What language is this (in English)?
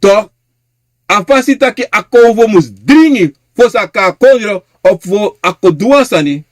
Sranan Tongo